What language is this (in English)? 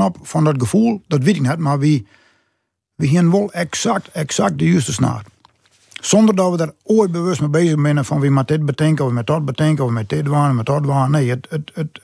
Western Frisian